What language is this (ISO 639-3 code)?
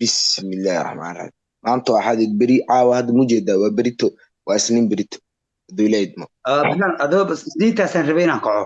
som